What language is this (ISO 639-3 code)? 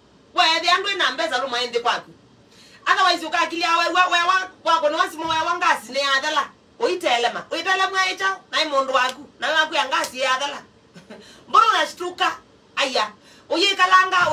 kam